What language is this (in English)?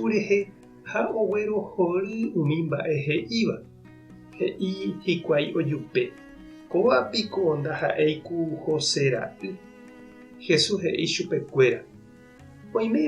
Guarani